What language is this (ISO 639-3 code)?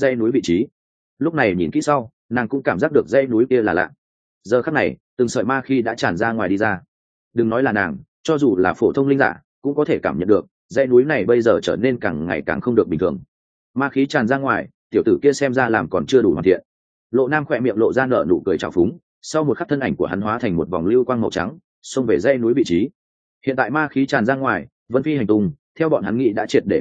vie